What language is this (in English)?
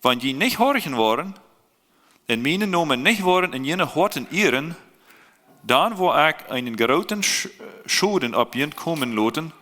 Plautdietsch